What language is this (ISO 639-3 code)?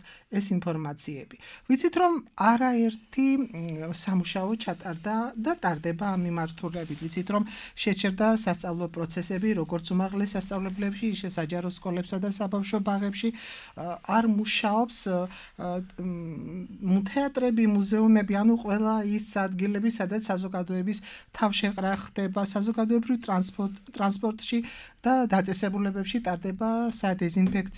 kat